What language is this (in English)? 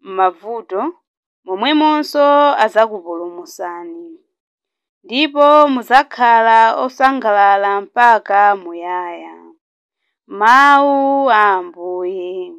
Nyanja